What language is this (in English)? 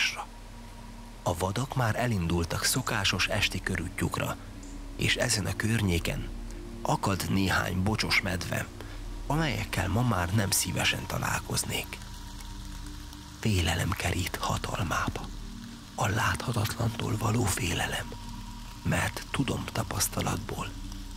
Hungarian